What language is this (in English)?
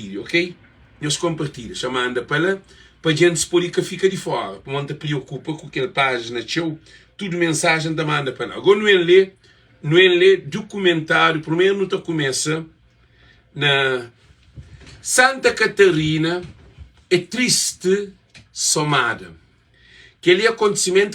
Kabuverdianu